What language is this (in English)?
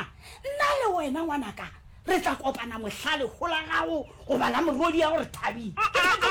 Northern Sotho